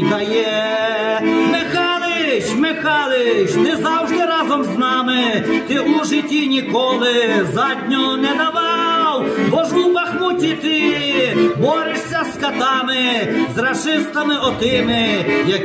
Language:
Ukrainian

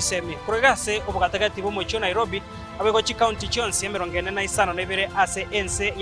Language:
Gusii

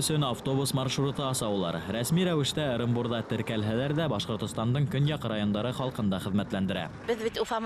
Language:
Bashkir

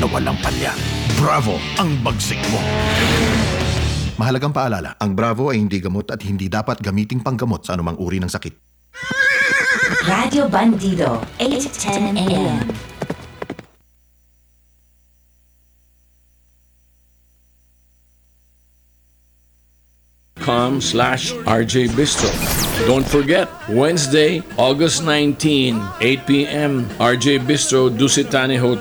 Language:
Filipino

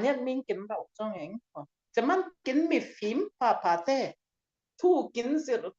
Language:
Falam Chin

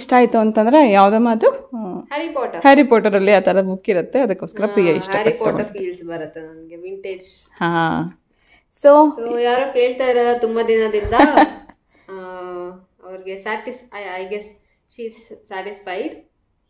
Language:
Kannada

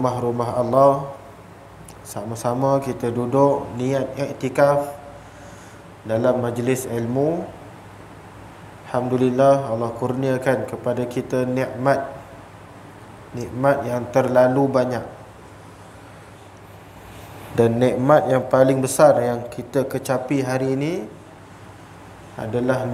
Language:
Malay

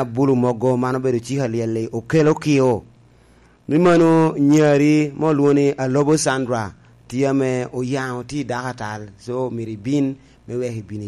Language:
Lango (Uganda)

